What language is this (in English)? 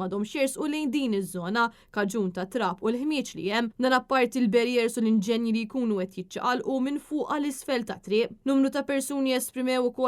Maltese